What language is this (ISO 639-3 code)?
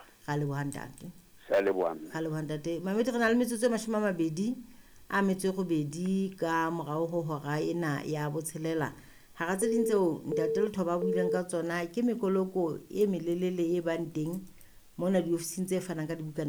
sot